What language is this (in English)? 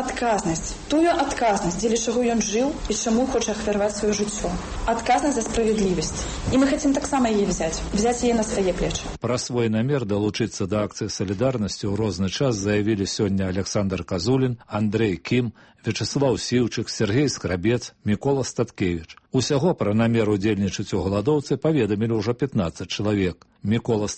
Belarusian